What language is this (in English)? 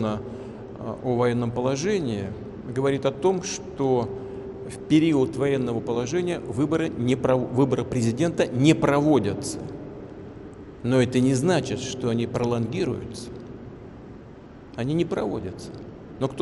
Russian